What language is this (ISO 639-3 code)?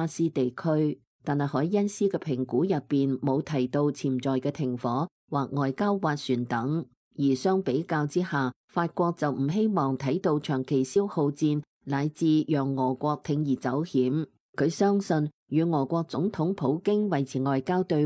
yue